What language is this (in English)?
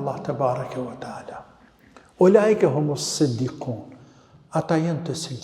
Albanian